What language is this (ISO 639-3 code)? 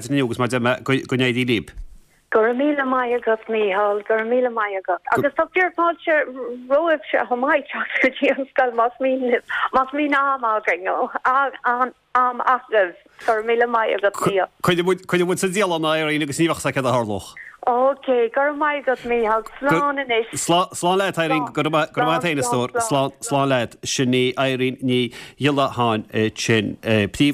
gle